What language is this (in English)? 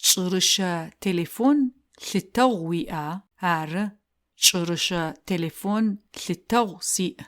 Adyghe